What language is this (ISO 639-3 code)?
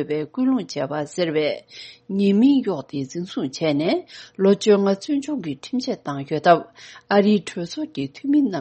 bod